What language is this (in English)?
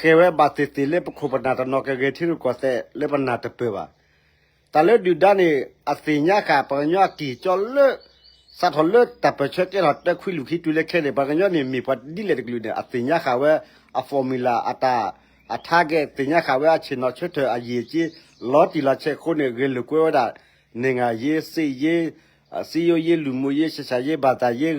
S'gaw Karen